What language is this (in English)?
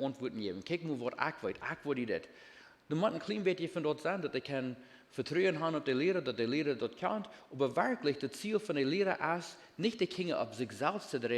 Plautdietsch